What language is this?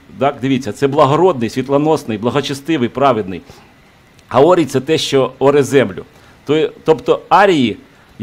Ukrainian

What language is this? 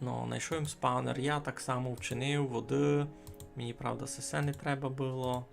Rusyn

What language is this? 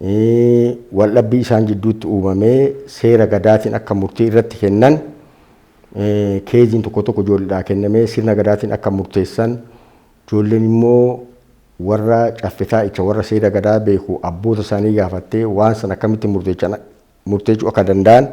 Oromo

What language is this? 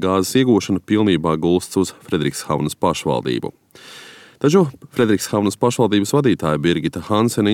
Latvian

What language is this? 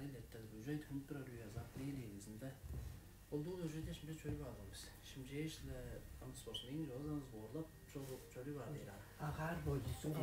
Tuvinian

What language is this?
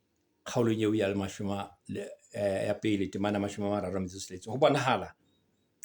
Southern Sotho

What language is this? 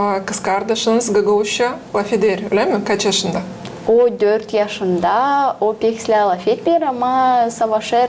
Gagauz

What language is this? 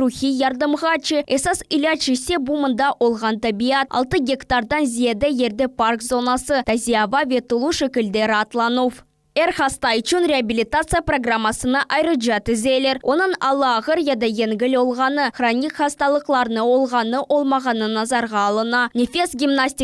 Crimean Tatar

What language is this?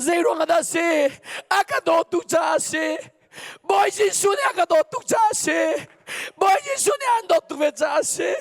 Hakha Chin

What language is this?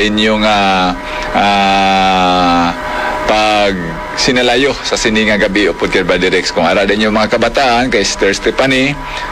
Hiligaynon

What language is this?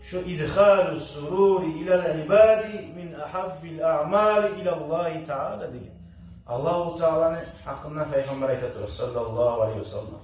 Kumyk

